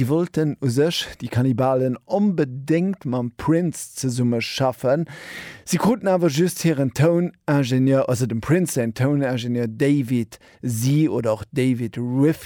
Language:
Luxembourgish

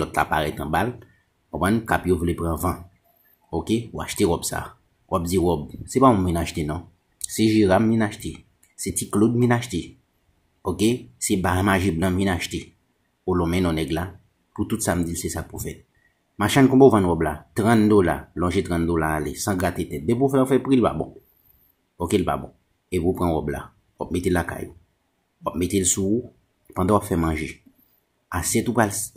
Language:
Haitian Creole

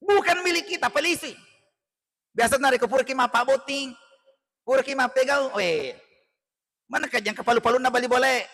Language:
Buginese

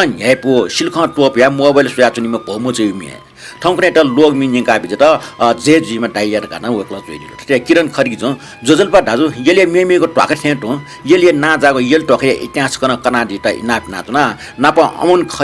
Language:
Newari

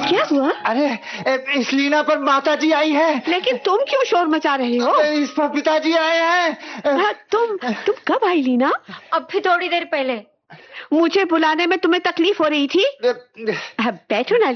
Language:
Hindi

